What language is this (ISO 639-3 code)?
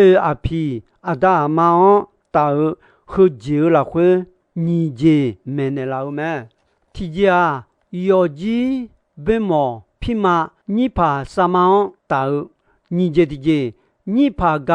ahk